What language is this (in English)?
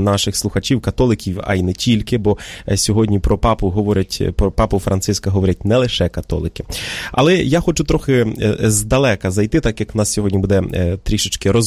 Ukrainian